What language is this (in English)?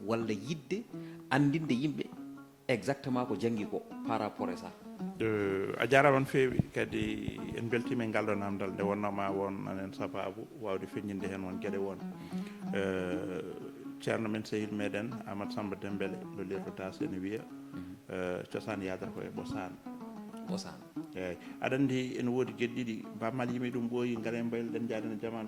Fula